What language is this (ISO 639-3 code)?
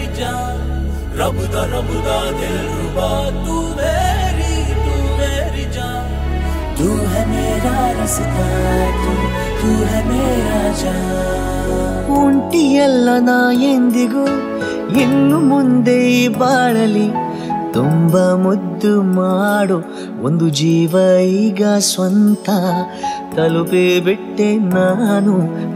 kan